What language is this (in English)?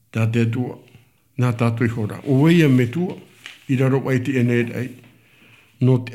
Tahitian